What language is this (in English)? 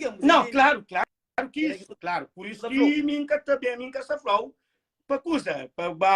Kabuverdianu